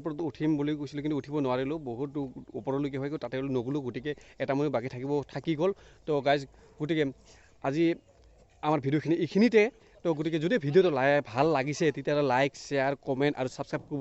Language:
Assamese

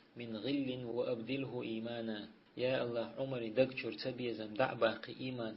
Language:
Chechen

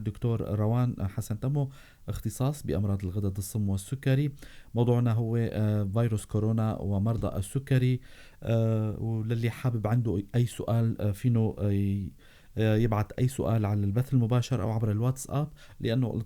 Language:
North Levantine Arabic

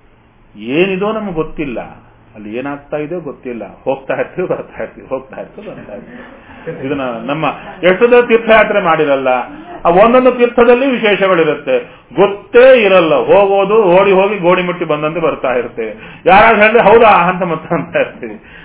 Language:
Kannada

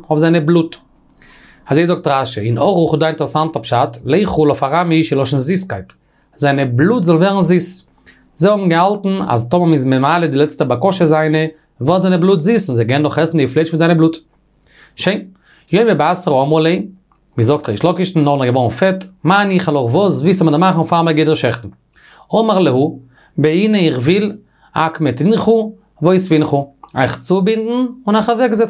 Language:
Yiddish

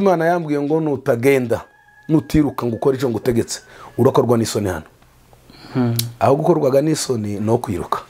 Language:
Kinyarwanda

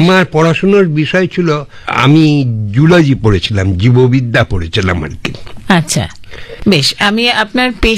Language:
Bangla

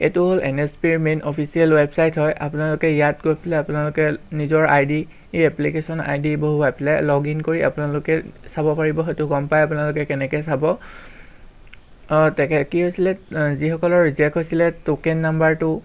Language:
Assamese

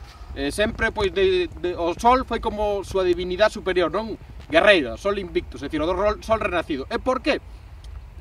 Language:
Galician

